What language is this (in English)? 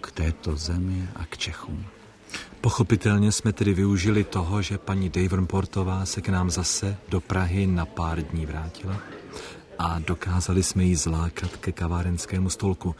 Czech